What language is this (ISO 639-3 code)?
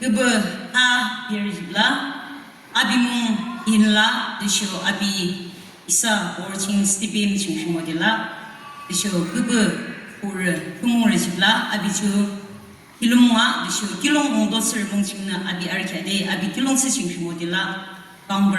yim